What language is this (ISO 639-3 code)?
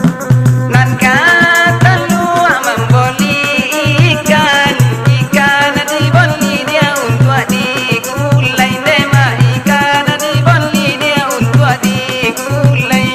min